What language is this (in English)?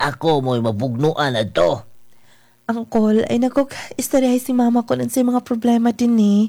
Cebuano